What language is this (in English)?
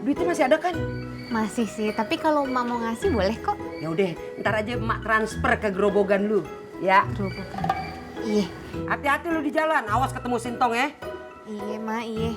Betawi